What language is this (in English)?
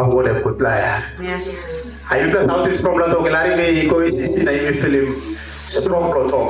Tok Pisin